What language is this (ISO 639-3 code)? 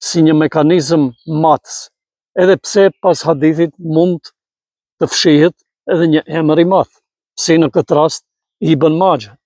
sqi